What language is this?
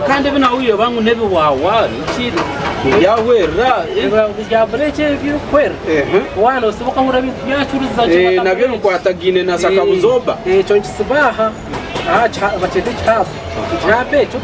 Nyankole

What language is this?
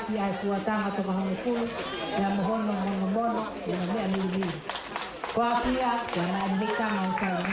Tongan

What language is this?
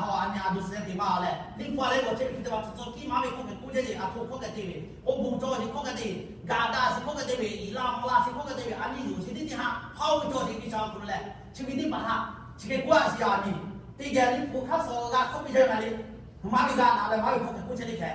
Lahu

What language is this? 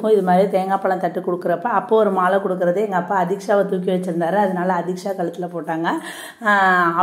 Tamil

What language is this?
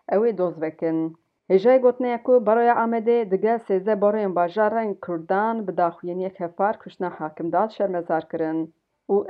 Kurdish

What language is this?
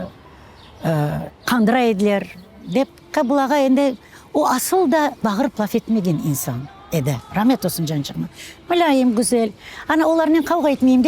Crimean Tatar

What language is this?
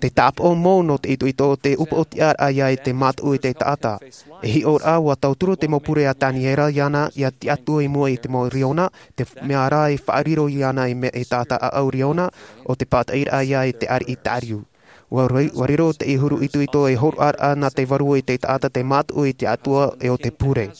Tahitian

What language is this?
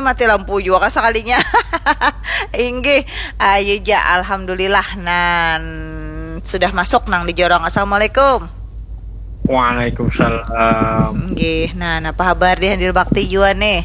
Banjar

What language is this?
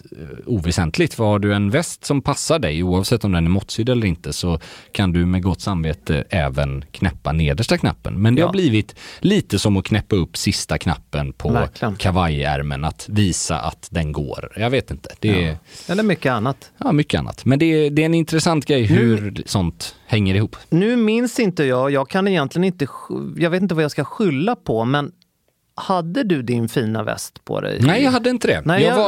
Swedish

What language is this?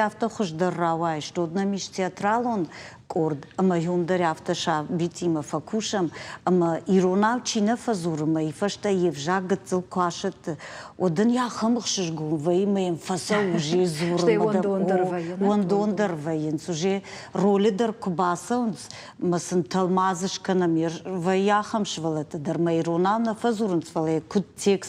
Ossetic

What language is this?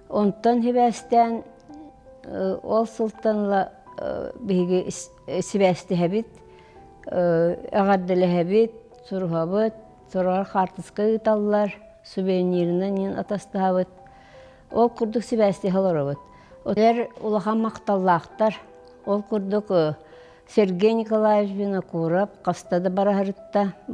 Yakut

